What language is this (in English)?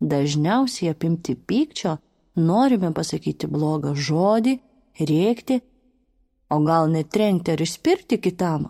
Lithuanian